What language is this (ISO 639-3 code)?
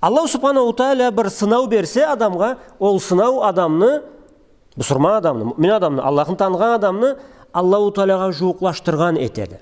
krc